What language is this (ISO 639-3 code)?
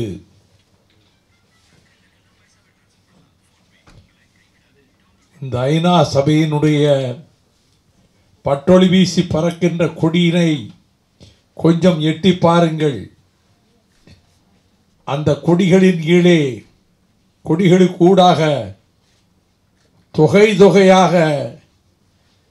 tam